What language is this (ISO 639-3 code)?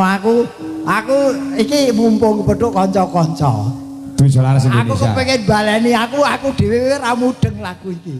jav